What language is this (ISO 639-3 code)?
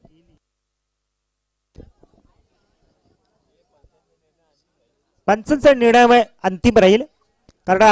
mar